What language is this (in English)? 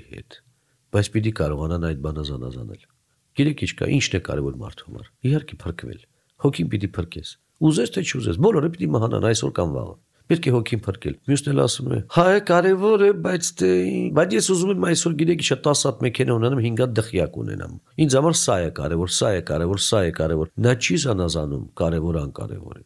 Armenian